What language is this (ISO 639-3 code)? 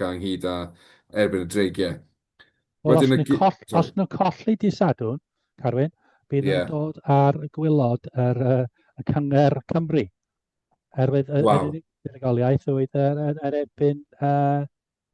cym